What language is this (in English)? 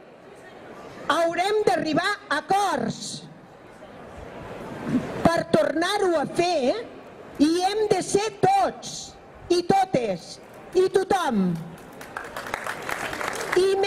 Catalan